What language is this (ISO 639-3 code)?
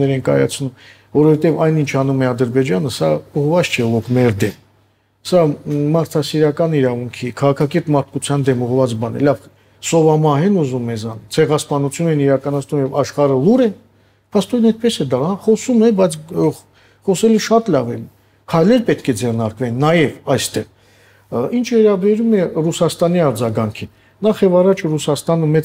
hye